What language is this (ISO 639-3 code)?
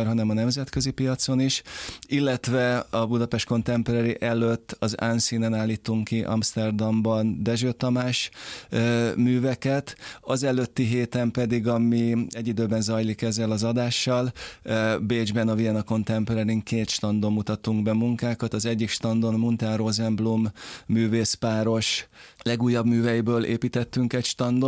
hun